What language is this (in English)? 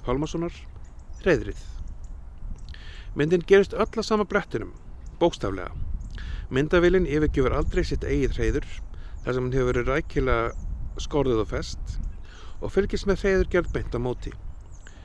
Icelandic